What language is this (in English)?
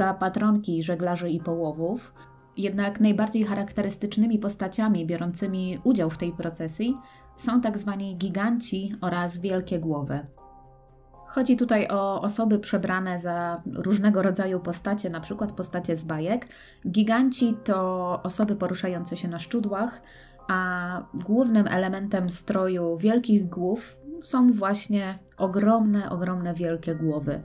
Polish